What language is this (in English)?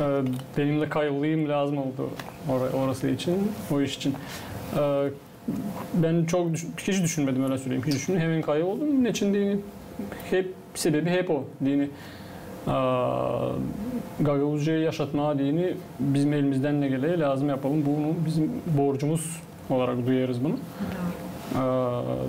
Gagauz